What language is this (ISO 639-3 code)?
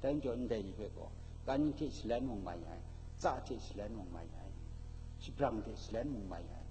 kac